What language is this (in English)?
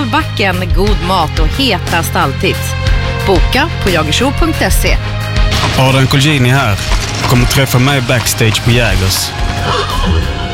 Swedish